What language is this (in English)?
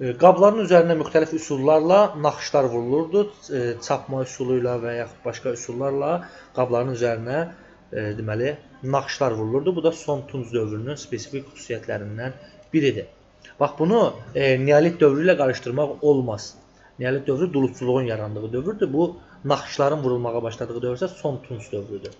Azerbaijani